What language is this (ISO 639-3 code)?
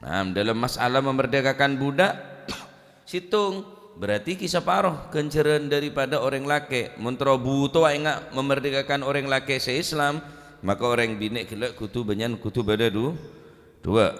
mad